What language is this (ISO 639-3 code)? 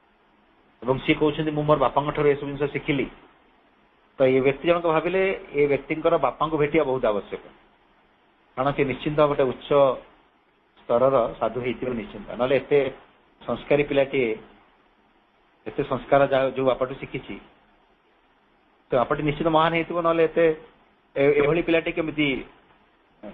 ori